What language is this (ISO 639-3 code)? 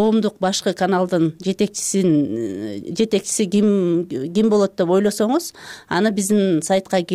kir